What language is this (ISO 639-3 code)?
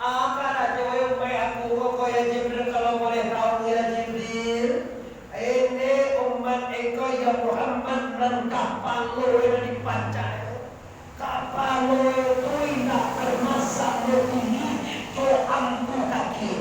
min